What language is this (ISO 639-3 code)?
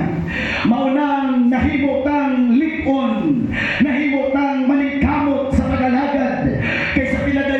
ceb